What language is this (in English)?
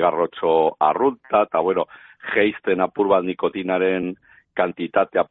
Basque